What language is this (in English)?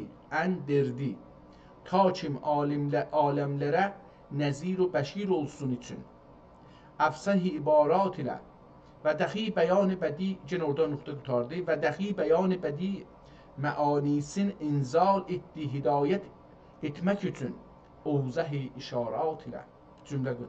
South Azerbaijani